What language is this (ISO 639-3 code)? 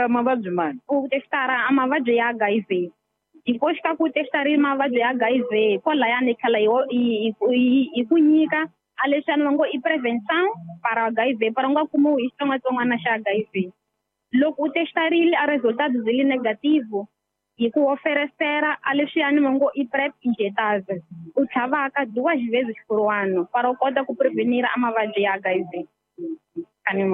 tso